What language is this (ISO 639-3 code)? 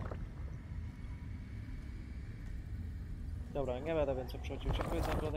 pol